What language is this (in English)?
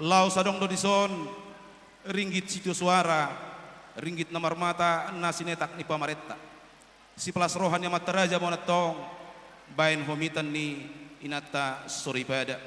Batak Toba